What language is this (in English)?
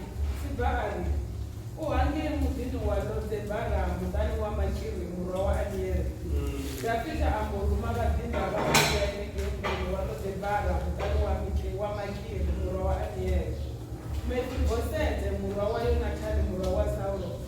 Venda